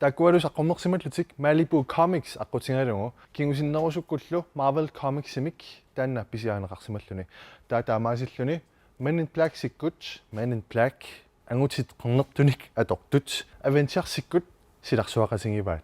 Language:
Kalaallisut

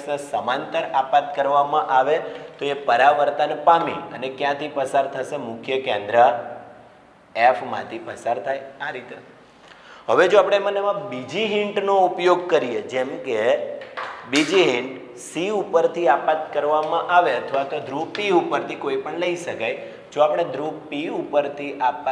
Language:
Gujarati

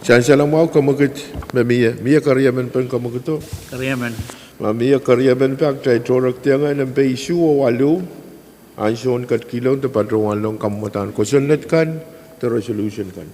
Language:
Pohnpeian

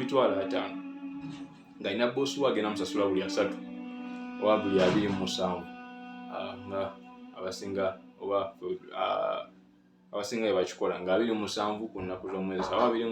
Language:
Ganda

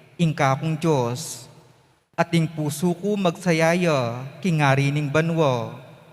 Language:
Pampanga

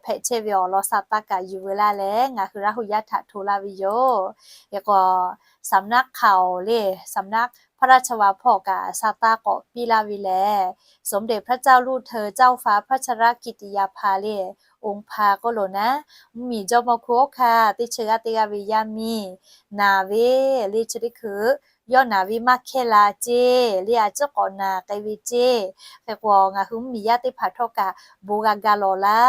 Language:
Lahu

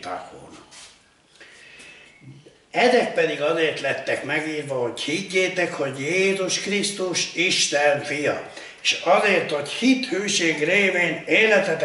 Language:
Hungarian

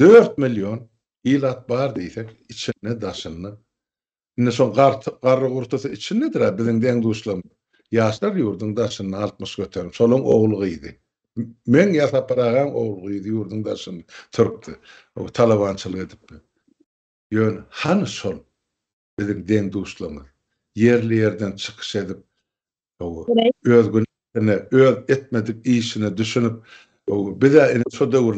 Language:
Turkmen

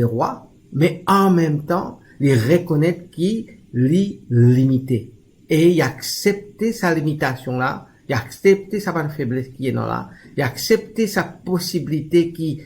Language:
Morisyen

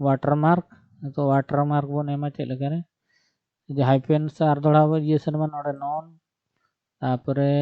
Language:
Santali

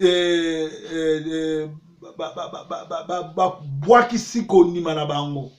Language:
Lingala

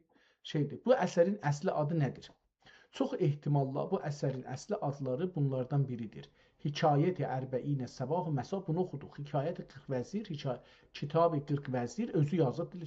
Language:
South Azerbaijani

